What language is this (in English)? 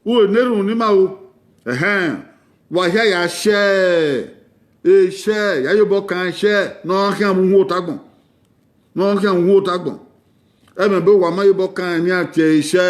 Bini